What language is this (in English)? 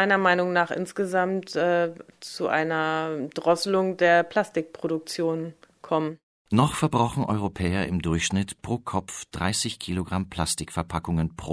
German